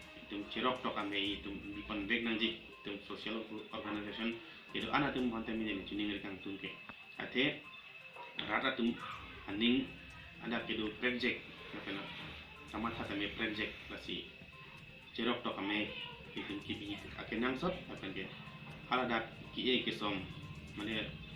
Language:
Karbi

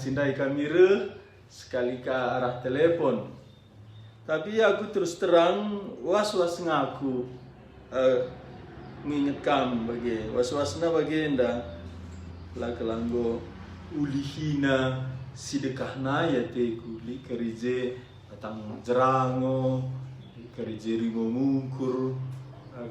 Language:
Batak Karo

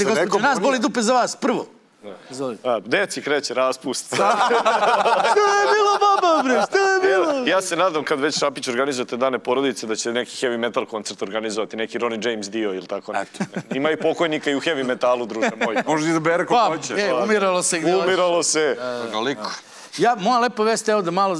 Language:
Serbian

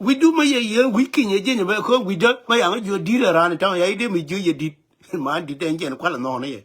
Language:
Nuer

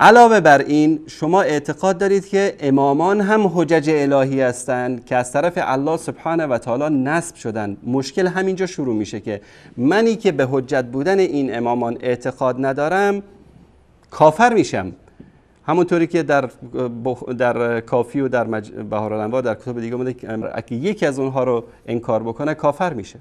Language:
Persian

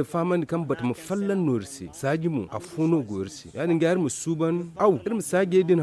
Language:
Zarma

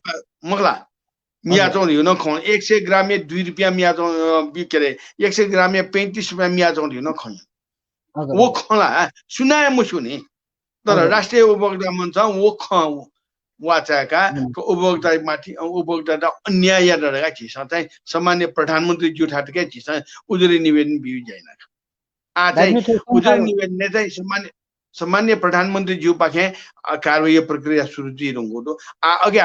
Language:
Newari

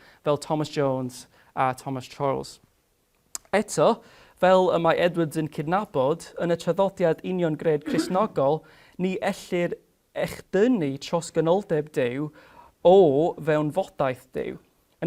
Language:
Welsh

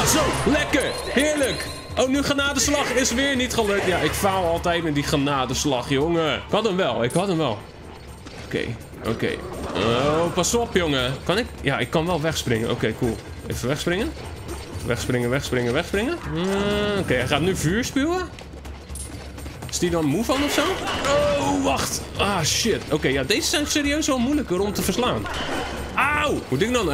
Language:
Dutch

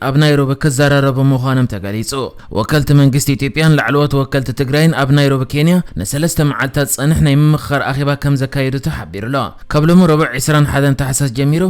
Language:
Tigrinya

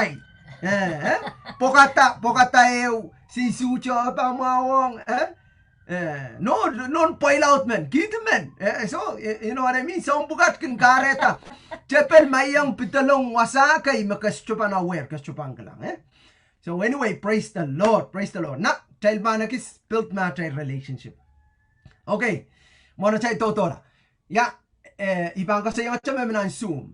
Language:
Pohnpeian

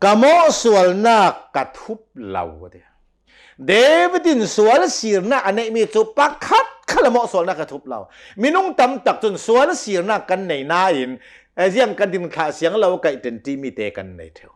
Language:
Hakha Chin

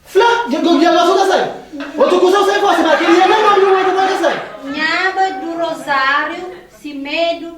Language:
Kabuverdianu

